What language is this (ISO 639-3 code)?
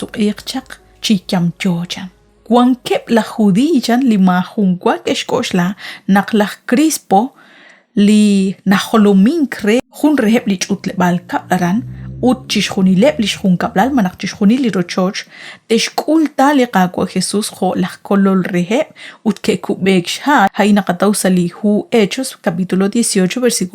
kek